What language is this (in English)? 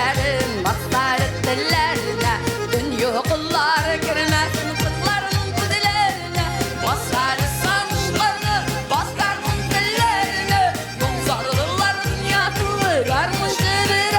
Tatar